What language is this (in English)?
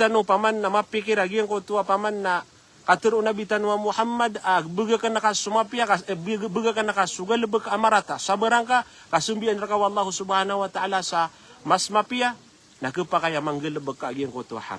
Maranao